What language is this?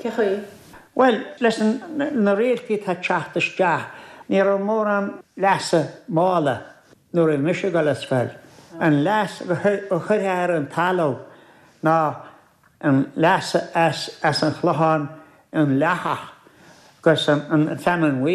Irish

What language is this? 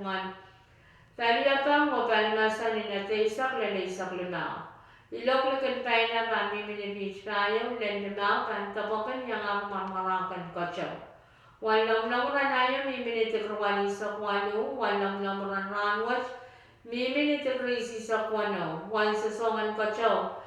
Pohnpeian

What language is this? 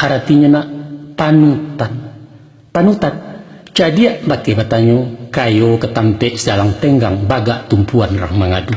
Minangkabau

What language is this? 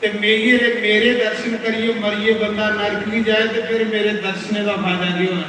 Dogri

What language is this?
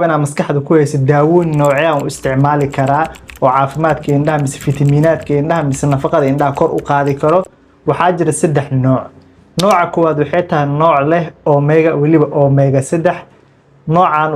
Somali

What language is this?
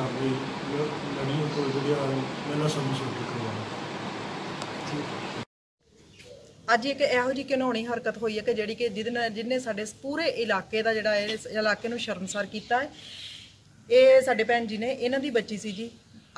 Punjabi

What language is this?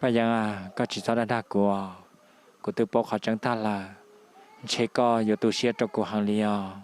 Hmong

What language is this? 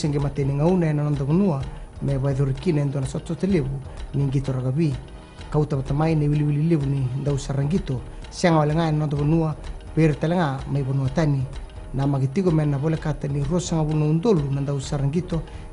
Fijian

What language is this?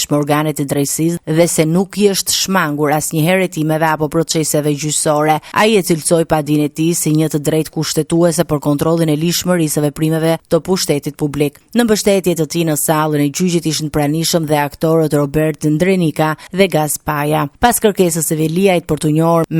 Albanian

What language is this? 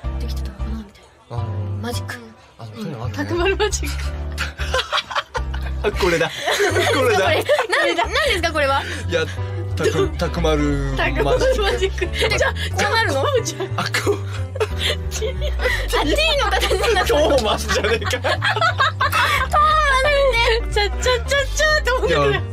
Japanese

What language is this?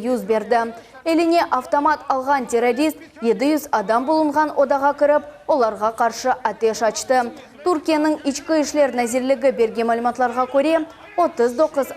Crimean Tatar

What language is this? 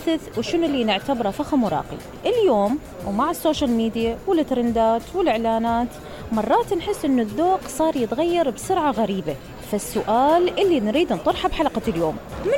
Mesopotamian Arabic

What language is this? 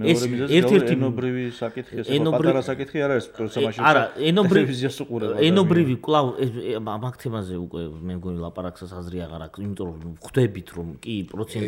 Georgian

